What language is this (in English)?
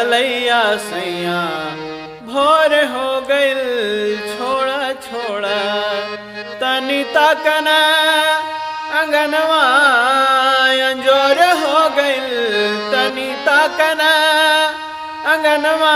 Bhojpuri